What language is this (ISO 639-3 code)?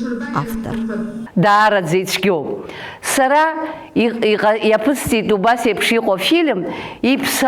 abk